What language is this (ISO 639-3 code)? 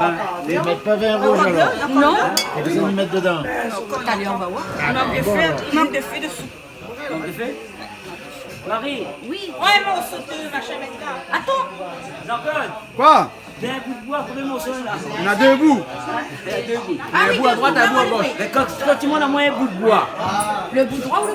rcf